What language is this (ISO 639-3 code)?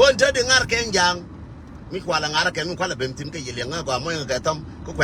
nus